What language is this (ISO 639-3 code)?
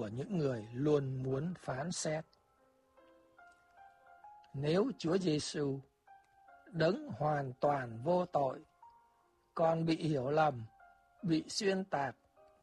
vie